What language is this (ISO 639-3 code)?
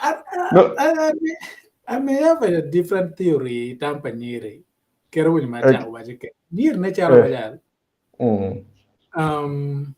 ach